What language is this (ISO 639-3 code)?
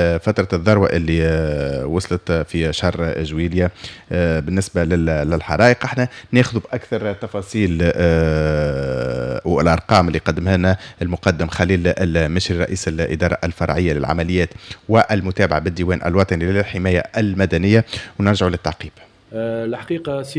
aeb